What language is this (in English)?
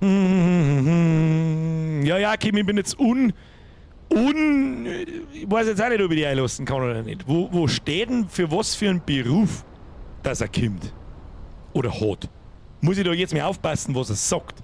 Bavarian